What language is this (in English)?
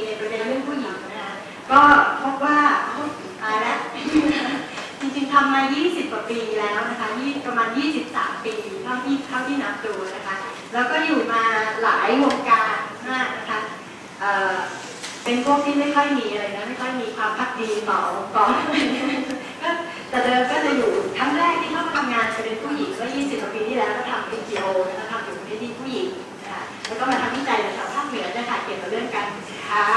Thai